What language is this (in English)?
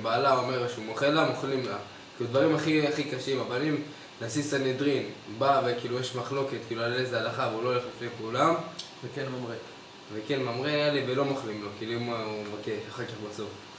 Hebrew